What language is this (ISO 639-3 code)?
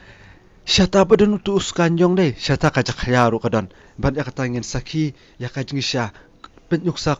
kha